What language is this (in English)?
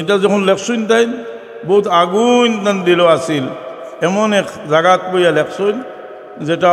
Sylheti